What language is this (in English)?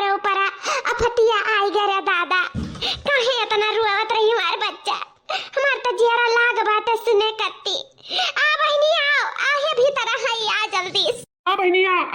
Awadhi